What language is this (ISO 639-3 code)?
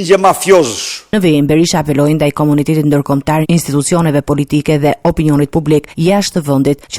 sqi